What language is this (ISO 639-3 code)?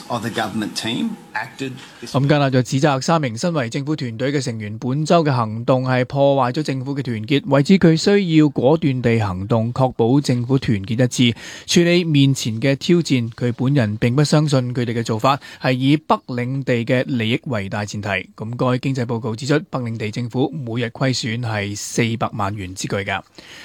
yue